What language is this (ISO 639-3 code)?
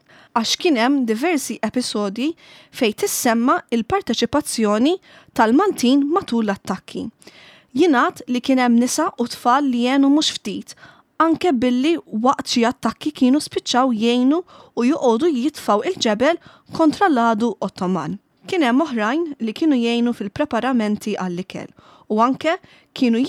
mlt